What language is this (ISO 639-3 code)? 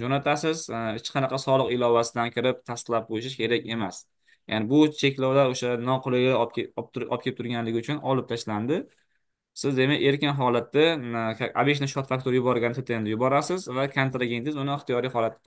uzb